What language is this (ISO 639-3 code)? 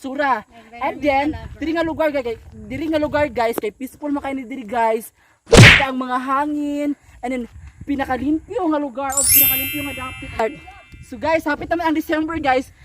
ceb